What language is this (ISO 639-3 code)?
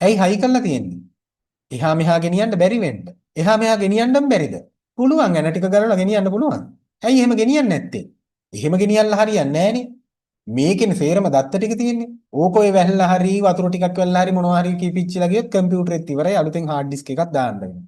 sin